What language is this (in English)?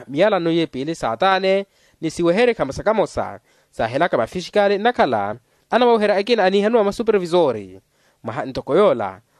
Makhuwa